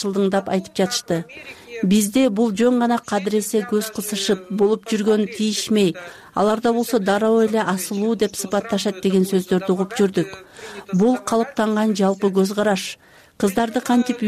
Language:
Kyrgyz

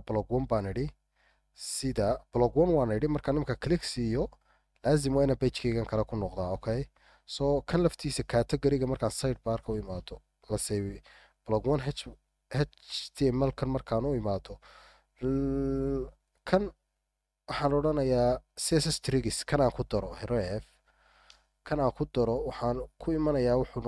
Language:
Somali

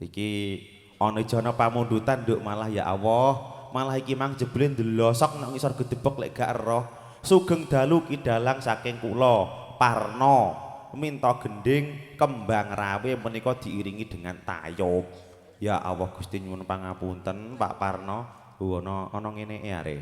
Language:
Javanese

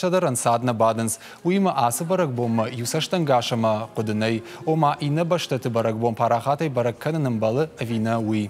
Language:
Ossetic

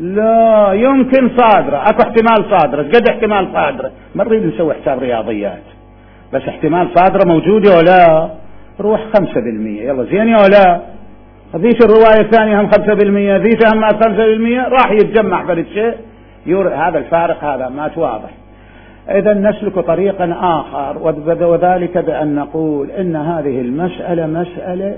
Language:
Mesopotamian Arabic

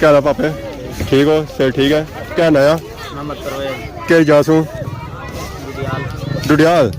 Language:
Pahari-Potwari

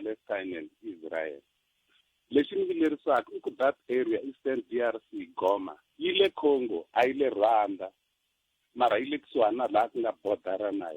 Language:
Tsonga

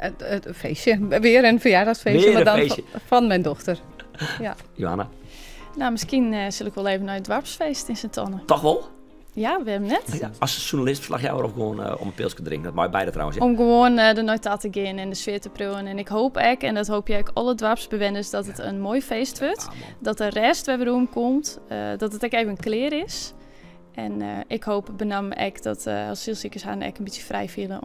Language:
Western Frisian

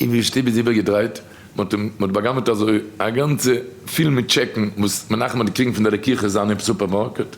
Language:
Yiddish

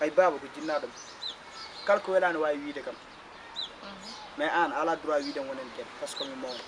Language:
Fula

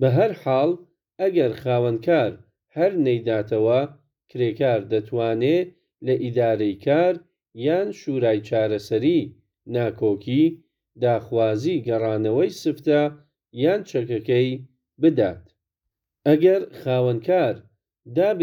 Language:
Central Kurdish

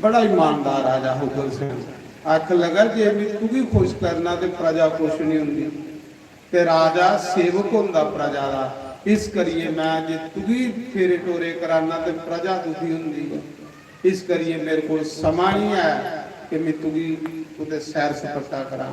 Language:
Dogri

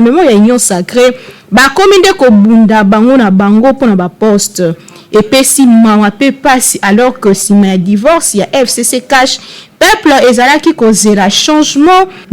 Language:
Lingala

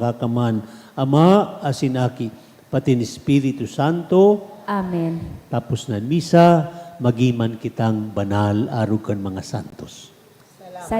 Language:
Bikol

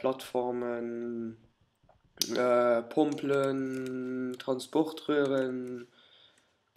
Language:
Luxembourgish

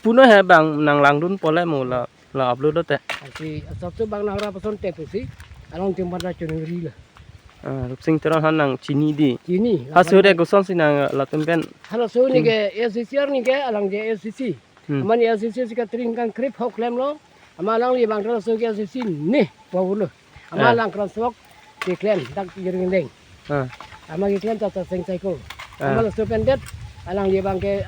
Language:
Karbi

